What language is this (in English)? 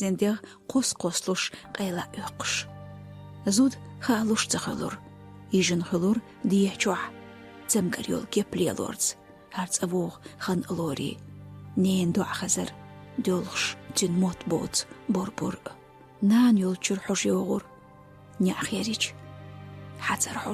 Chechen